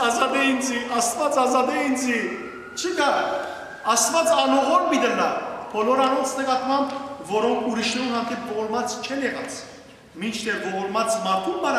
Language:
Western Armenian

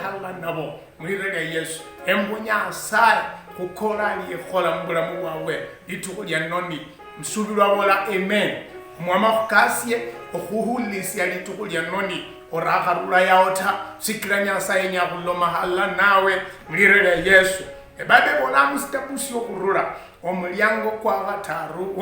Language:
Luyia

